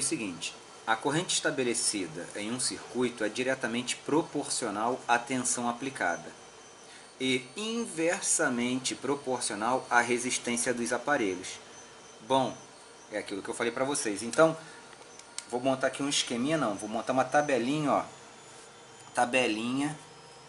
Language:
Portuguese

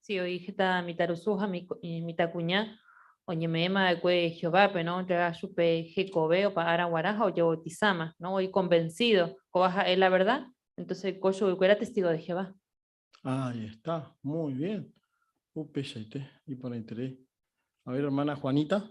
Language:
Guarani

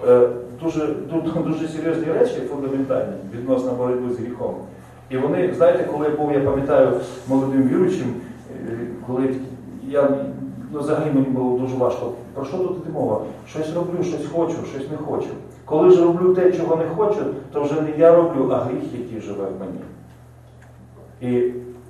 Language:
Ukrainian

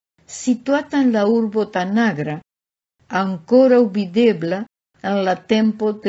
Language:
Esperanto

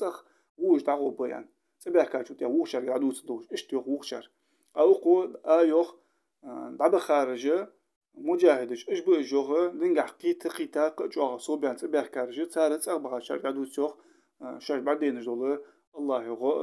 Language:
Ingush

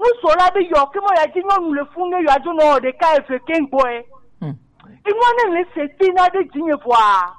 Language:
Gen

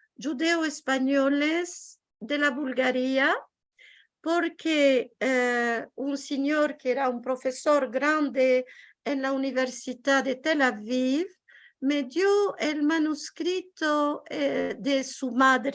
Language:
Ladino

